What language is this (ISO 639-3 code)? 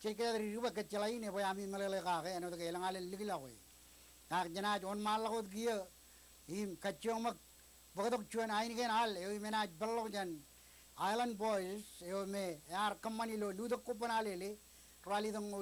mah